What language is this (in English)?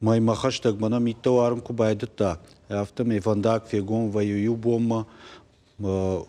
Ossetic